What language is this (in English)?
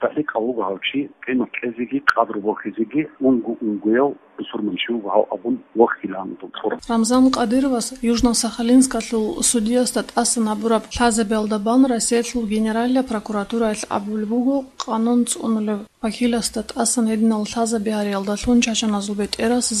Avaric